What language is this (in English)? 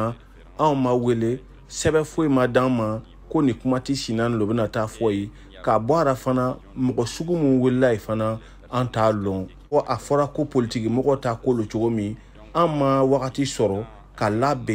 Bambara